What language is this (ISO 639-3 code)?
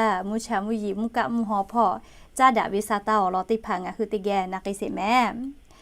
lhu